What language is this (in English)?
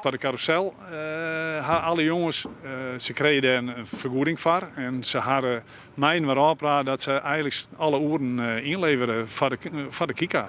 Western Frisian